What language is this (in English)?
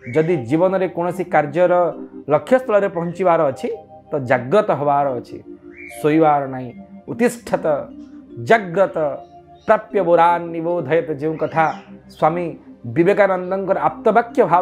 Odia